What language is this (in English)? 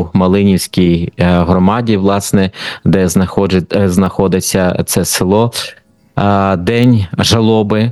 Ukrainian